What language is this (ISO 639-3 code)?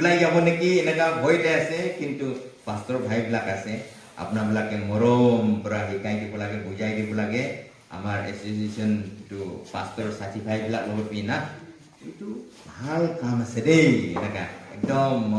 nag